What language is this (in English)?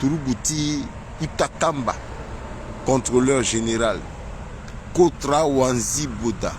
Sango